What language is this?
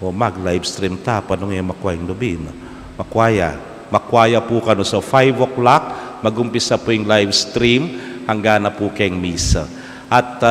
Pampanga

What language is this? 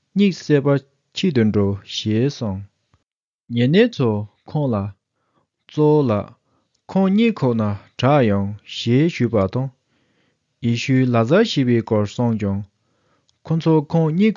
Tibetan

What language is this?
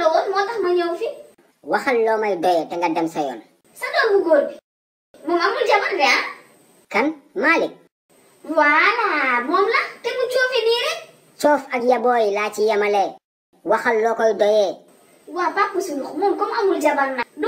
Wolof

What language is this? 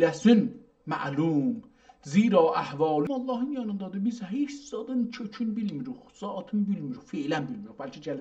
South Azerbaijani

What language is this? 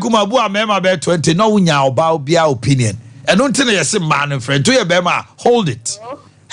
Akan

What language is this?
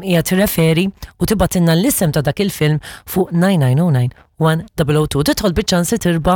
Maltese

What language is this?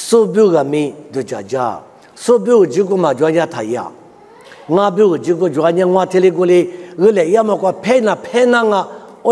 Lisu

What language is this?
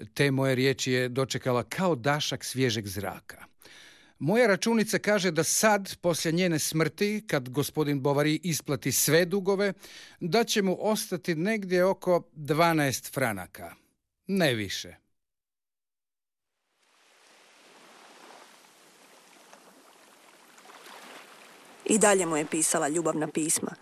Croatian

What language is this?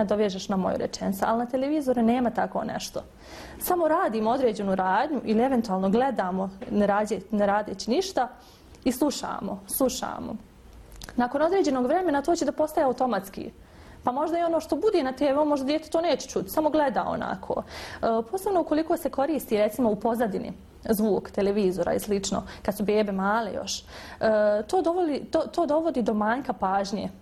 Bosnian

